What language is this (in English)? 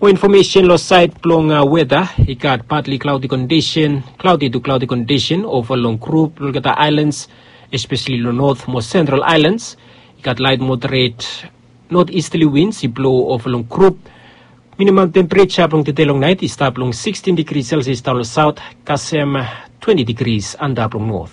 Bislama